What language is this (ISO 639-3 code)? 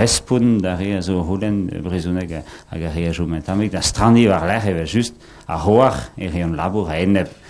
bre